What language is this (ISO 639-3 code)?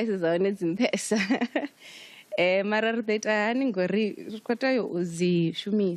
ven